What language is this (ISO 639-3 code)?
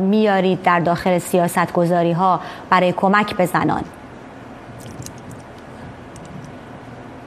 fas